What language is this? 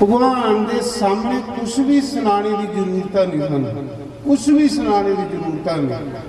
Dogri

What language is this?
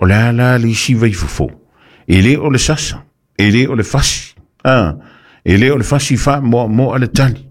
Samoan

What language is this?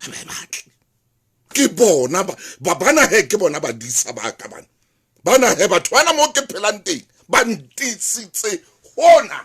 Southern Sotho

